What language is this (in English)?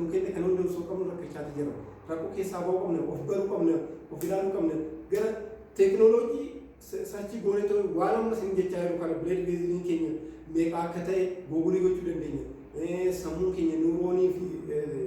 Oromo